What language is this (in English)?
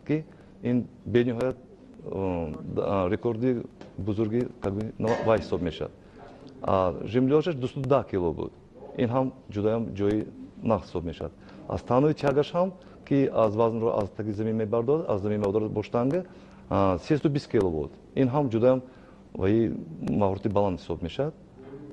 Tajik